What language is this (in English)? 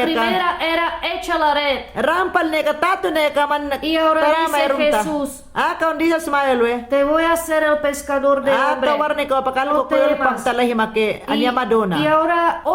Mayangna